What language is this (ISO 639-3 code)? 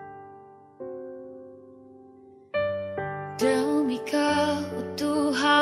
ind